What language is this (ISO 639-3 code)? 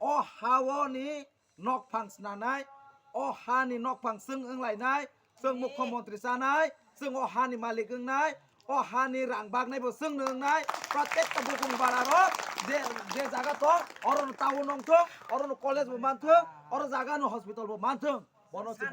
trp